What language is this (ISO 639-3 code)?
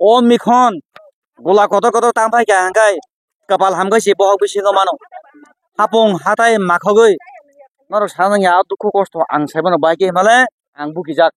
trp